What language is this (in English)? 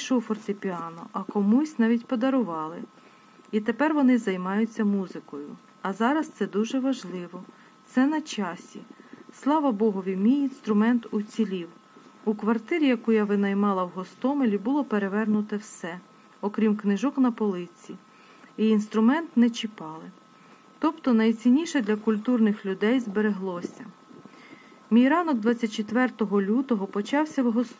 Ukrainian